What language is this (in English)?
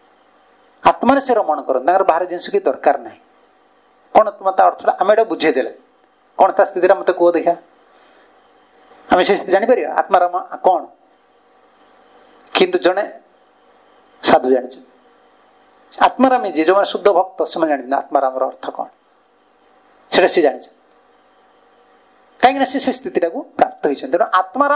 Odia